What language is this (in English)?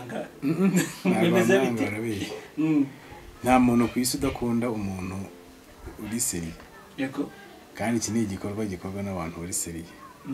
Kinyarwanda